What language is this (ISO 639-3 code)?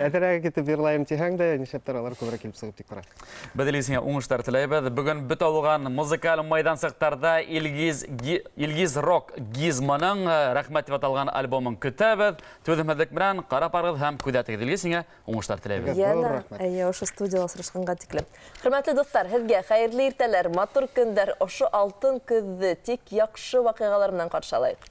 bak